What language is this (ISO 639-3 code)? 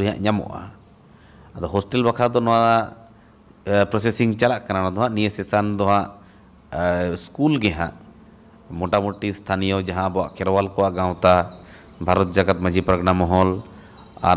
sat